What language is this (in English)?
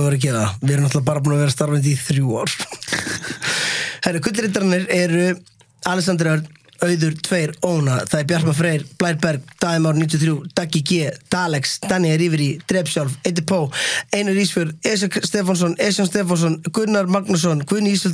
Icelandic